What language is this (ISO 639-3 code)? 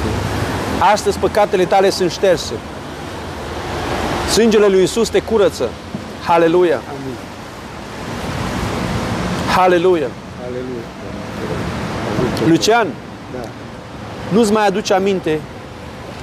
ron